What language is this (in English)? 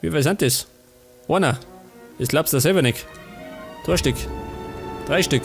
Bavarian